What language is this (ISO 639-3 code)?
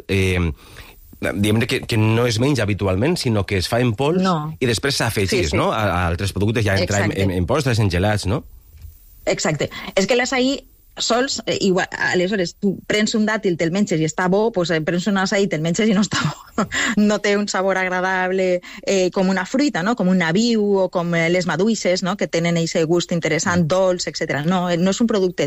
cat